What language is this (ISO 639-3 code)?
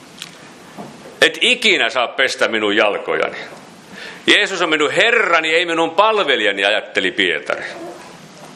fin